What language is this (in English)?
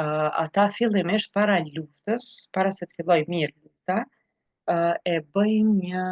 Albanian